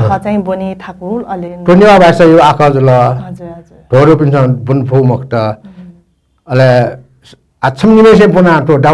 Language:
Newari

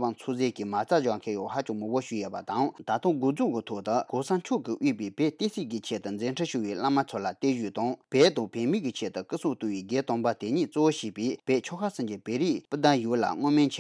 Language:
Tibetan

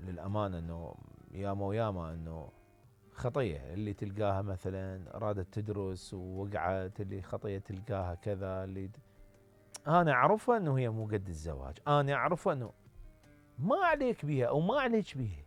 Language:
Mesopotamian Arabic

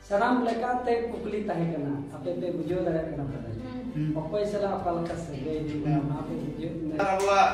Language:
Santali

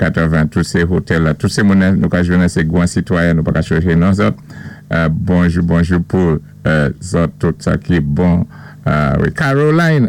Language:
Saint Lucian Creole French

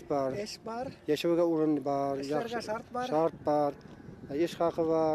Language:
Bashkir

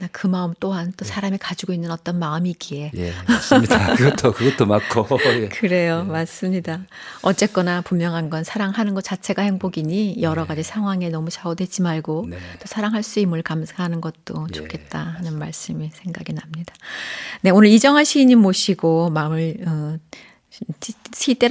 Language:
Korean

